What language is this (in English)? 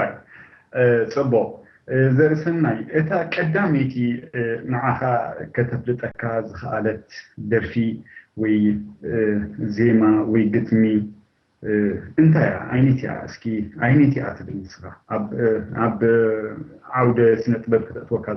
Tigrinya